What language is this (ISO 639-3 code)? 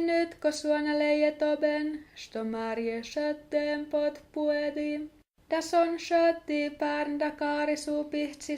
sms